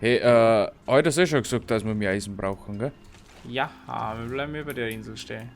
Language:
Bavarian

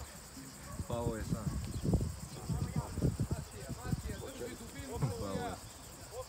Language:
Croatian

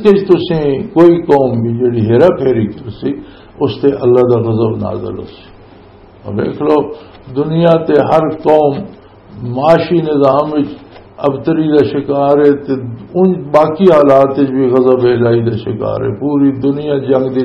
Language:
Western Panjabi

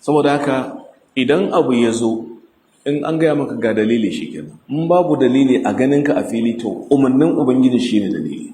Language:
Hausa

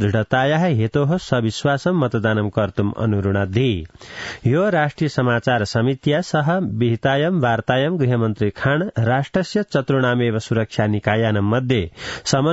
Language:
Sanskrit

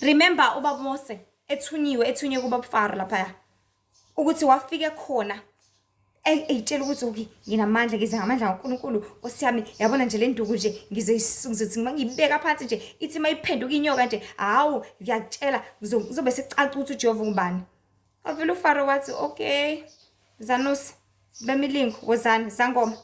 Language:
Zulu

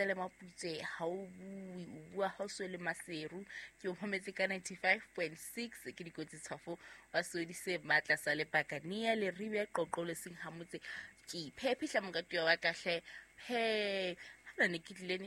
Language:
Southern Sotho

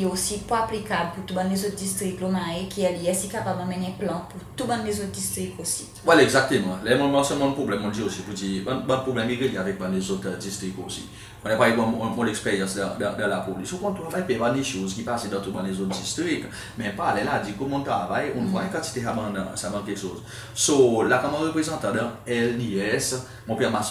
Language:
Seselwa Creole French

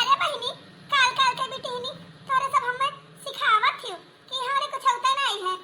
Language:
Awadhi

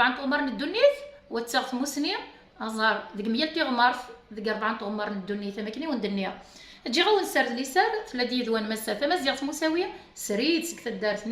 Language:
Kabyle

